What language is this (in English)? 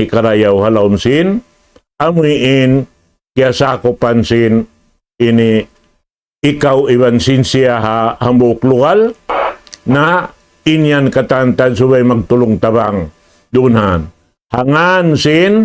Tausug